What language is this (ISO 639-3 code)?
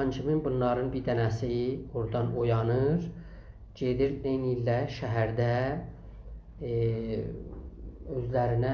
azb